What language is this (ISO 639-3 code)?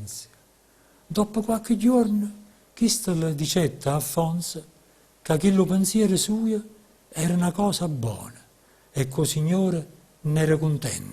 nap